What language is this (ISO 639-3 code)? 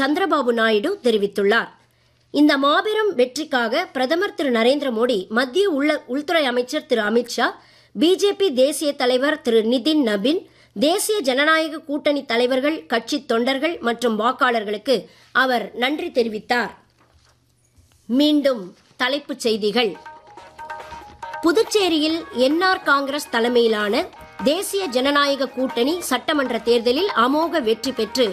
tam